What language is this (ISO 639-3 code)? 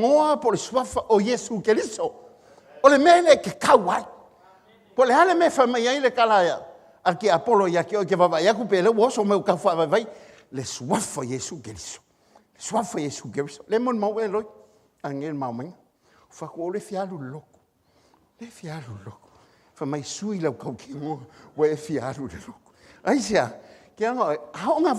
smo